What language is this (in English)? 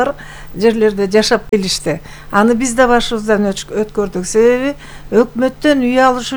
Kyrgyz